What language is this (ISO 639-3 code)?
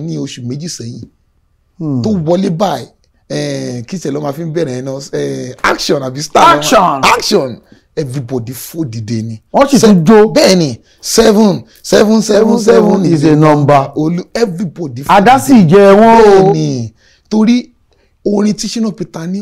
yor